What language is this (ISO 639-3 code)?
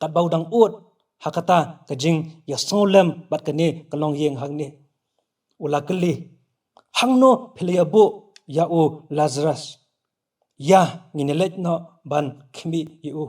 kha